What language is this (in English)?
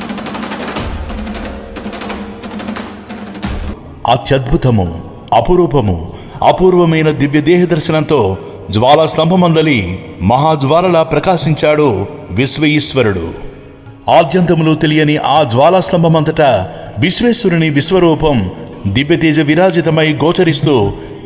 Telugu